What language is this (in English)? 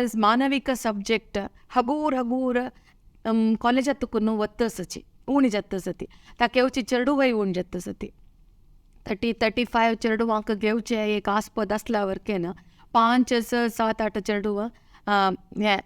Konkani